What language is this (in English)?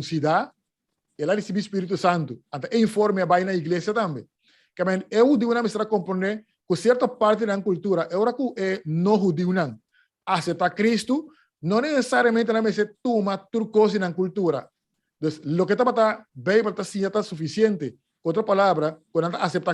Papiamento